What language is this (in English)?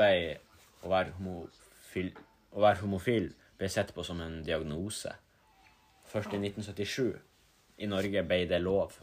Norwegian